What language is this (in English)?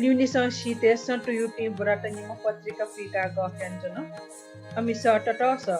Newari